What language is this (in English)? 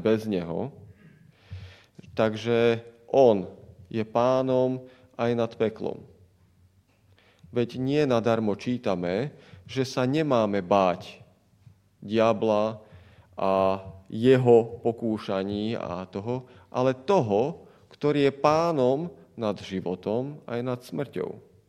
Slovak